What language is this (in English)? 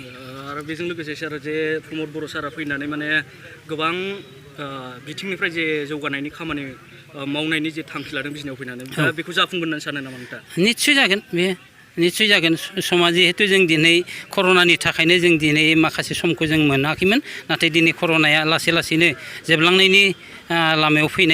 Bodo